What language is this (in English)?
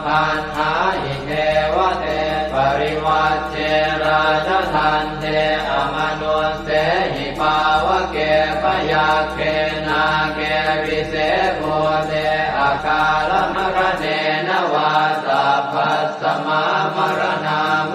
Pali